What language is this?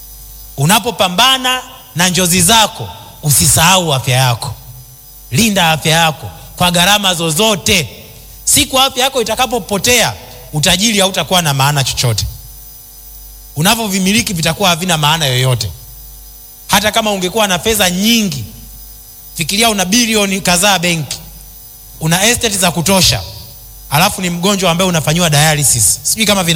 Swahili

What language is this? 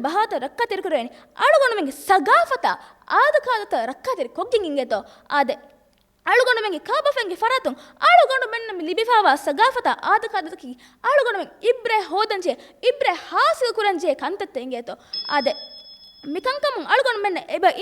Divehi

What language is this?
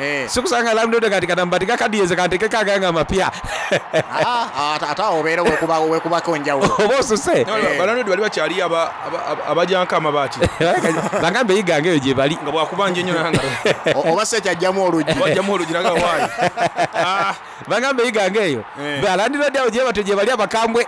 Soga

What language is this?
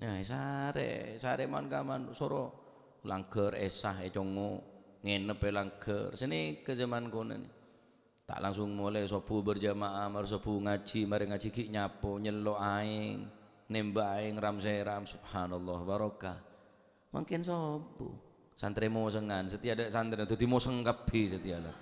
Madurese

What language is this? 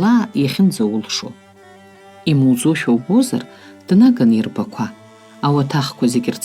Abkhazian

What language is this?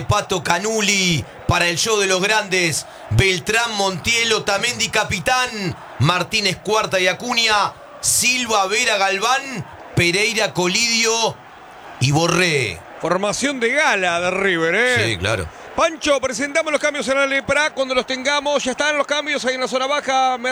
Spanish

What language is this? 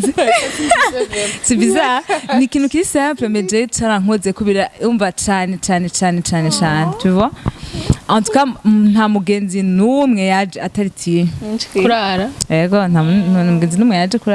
Rundi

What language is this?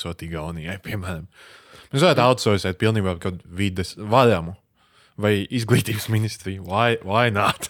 Latvian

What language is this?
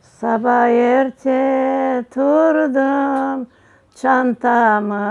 Crimean Tatar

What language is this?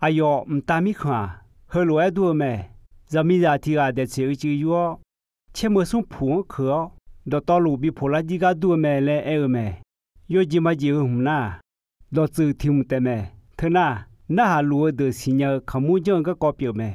Akha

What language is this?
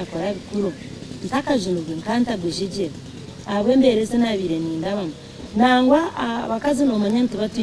Nyankole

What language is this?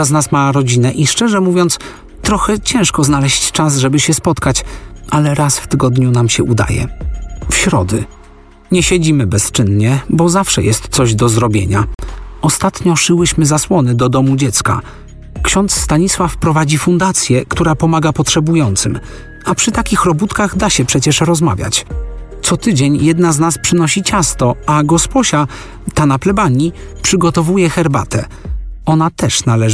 Polish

